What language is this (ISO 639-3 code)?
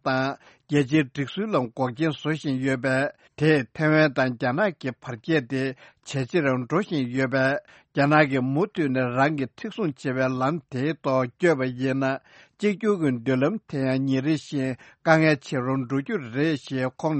bod